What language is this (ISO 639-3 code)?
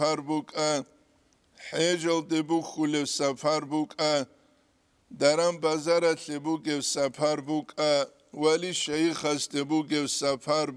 ava